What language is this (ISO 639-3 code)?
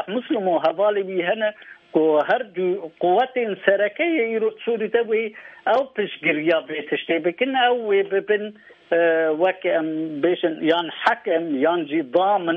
kur